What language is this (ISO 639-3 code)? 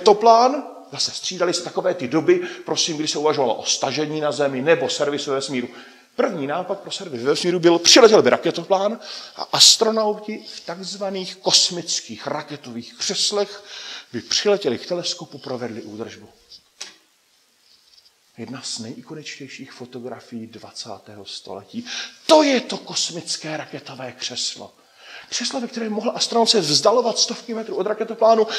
ces